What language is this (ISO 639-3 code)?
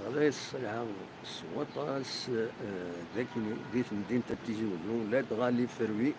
kab